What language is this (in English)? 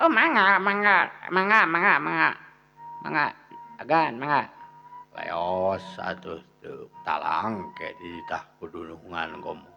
Sundanese